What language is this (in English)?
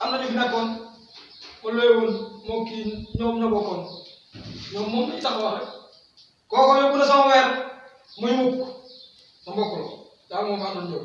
Wolof